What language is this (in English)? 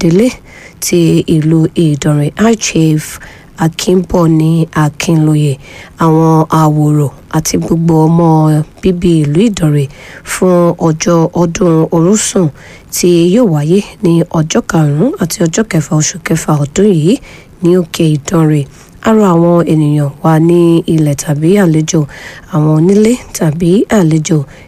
Yoruba